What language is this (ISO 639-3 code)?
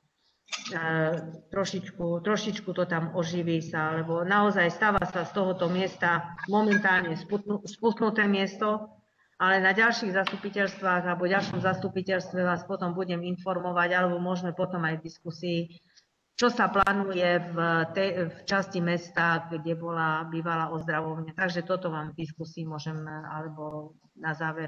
slk